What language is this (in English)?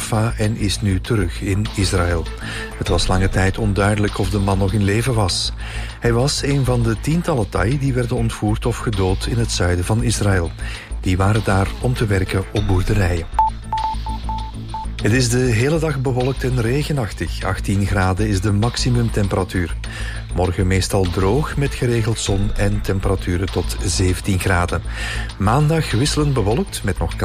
Dutch